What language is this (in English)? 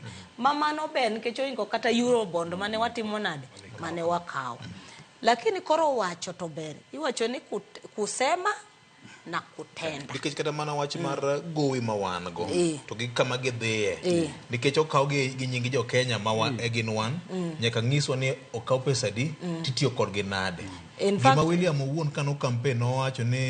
Luo (Kenya and Tanzania)